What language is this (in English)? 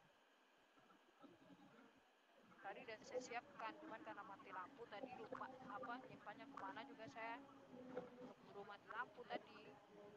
Indonesian